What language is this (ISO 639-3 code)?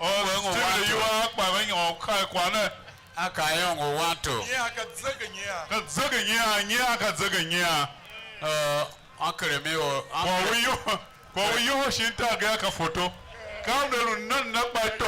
tiv